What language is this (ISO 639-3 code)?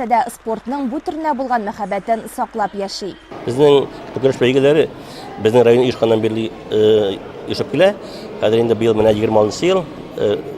tat